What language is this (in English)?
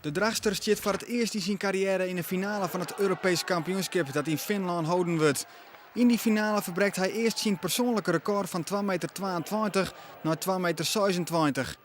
Western Frisian